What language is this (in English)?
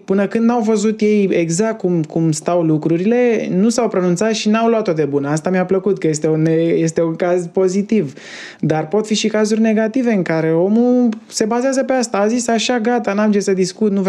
Romanian